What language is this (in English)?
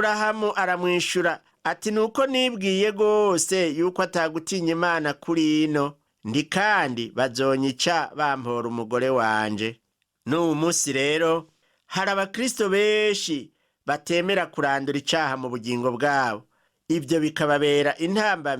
Rundi